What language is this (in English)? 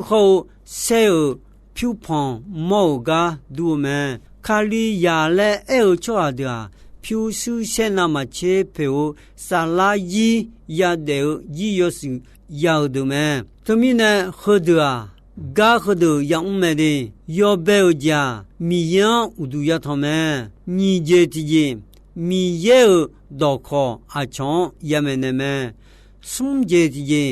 Akha